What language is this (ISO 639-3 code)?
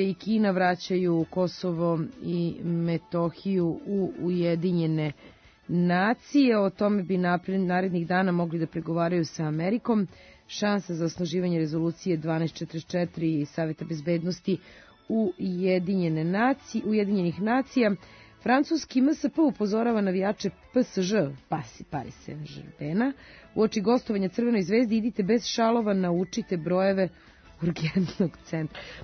srp